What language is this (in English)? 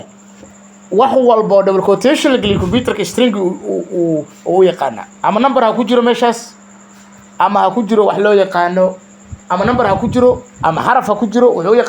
Somali